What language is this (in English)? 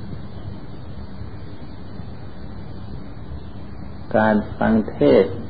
Thai